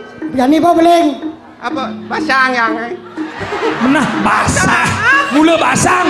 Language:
Balinese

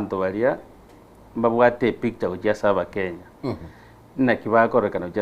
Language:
Gusii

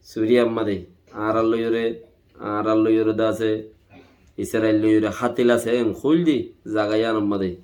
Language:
Rohingya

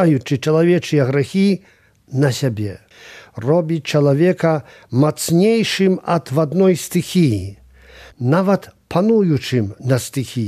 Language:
Belarusian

